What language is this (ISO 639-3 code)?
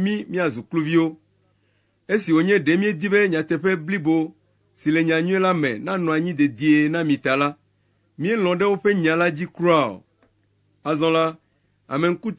ewe